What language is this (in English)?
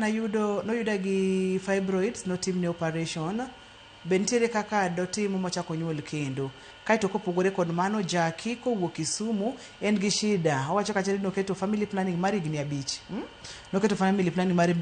Luo (Kenya and Tanzania)